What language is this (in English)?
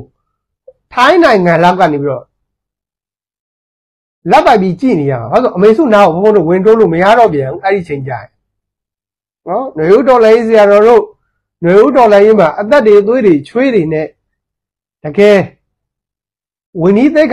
Burmese